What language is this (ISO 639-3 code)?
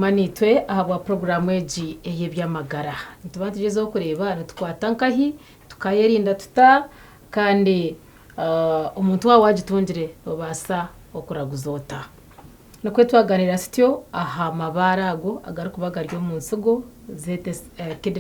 nyn